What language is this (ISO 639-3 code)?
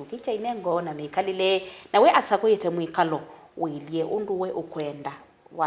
kam